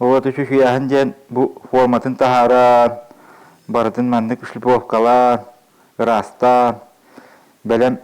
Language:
Yakut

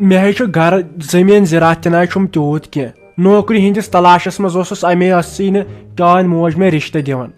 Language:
Kashmiri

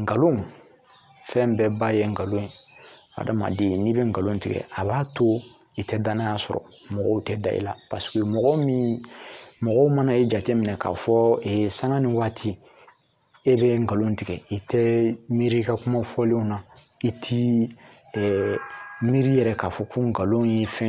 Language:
Bambara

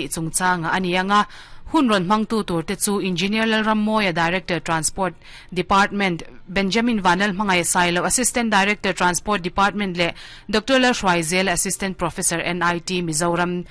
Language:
Mizo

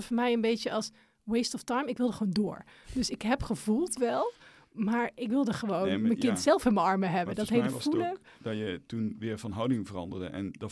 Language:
Dutch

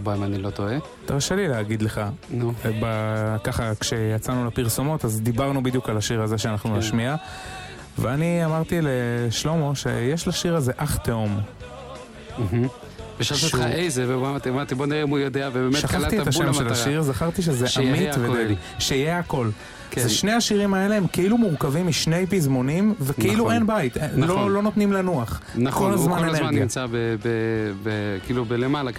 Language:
Hebrew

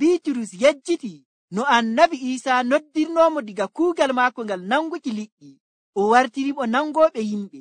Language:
Nigerian Fulfulde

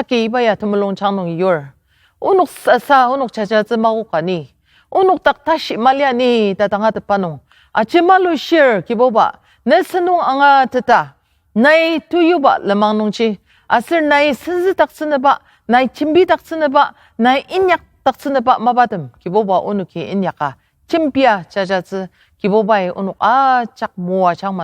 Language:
Ao Naga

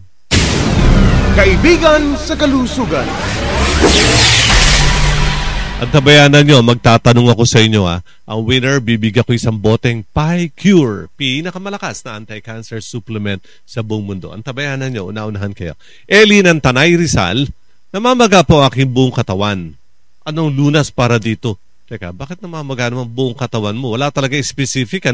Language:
Filipino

